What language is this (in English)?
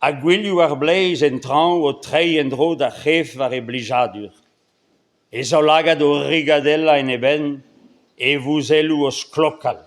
Breton